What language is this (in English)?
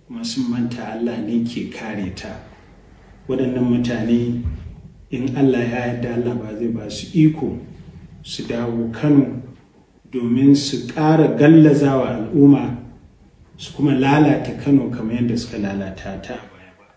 Hausa